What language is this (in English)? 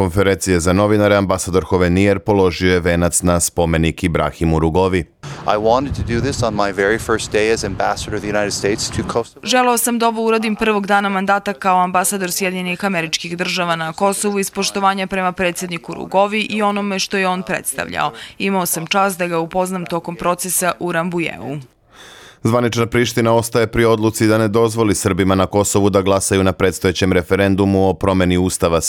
Serbian